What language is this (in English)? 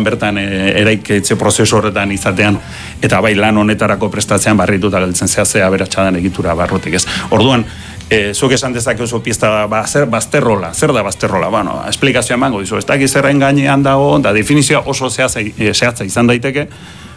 Basque